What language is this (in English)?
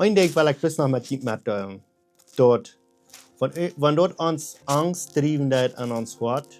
Plautdietsch